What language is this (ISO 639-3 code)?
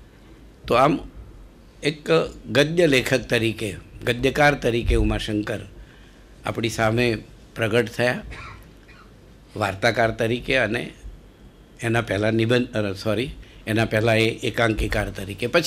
guj